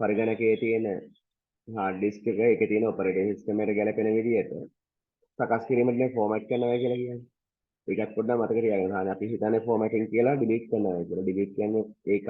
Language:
Sinhala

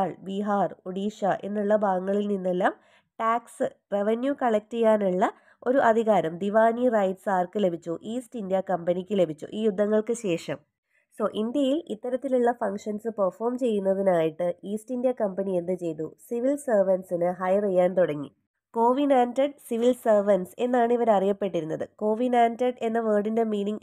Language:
Malayalam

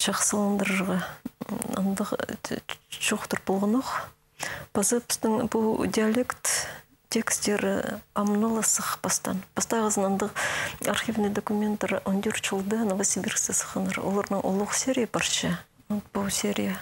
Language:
Khakas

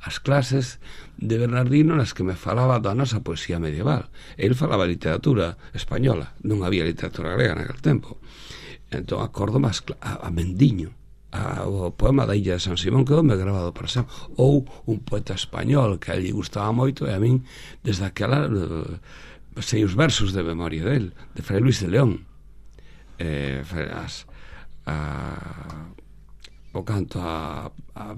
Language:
Galician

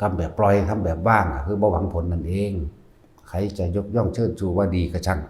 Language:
Northeastern Thai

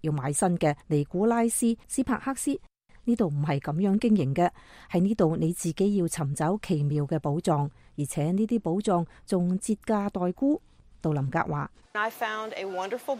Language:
Cantonese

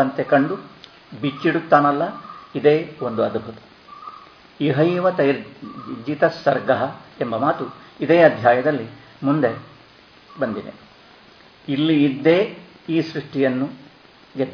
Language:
Kannada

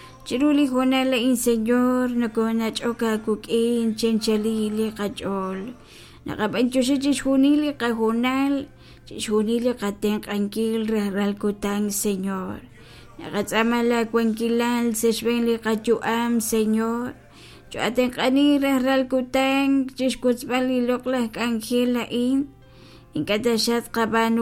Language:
Kekchí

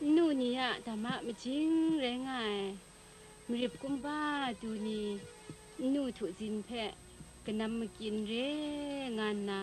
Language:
Kachin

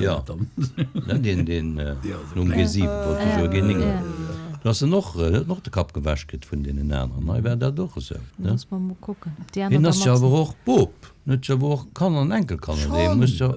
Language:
Luxembourgish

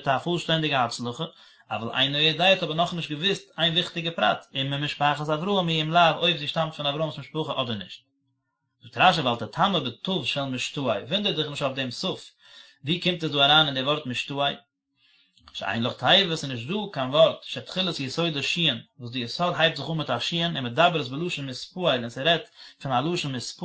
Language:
Yiddish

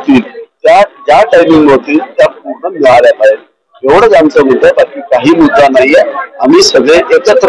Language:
Marathi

